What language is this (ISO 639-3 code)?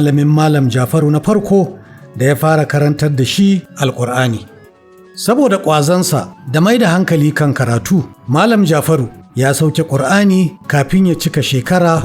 hau